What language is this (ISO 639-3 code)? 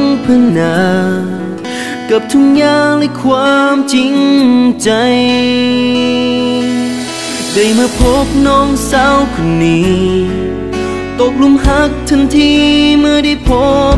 tha